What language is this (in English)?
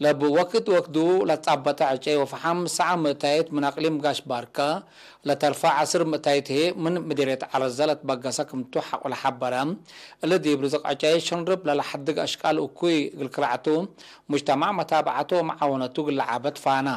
Tigre